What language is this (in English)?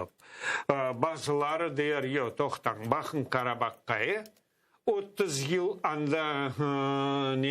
Crimean Tatar